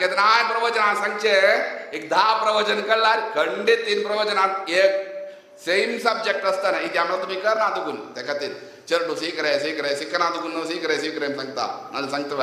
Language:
Konkani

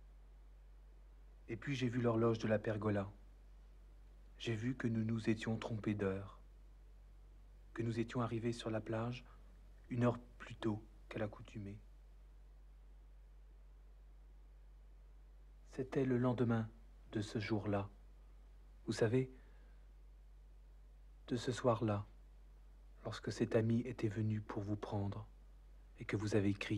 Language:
French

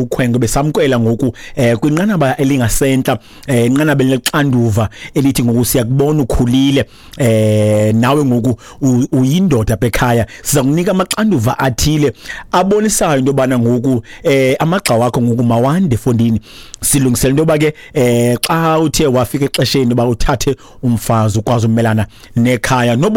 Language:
Xhosa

